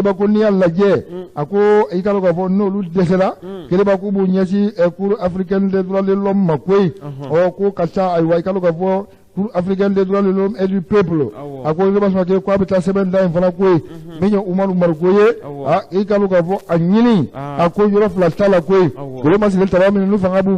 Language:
Bambara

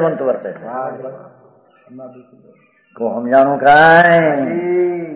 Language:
Gujarati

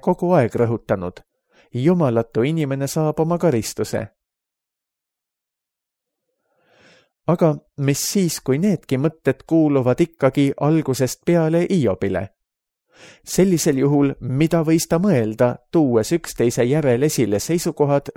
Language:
Estonian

